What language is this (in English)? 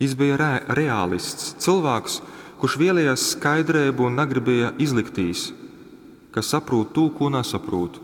Latgalian